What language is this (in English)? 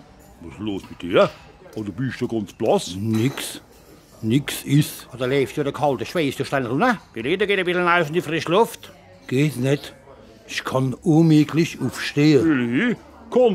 Palatine German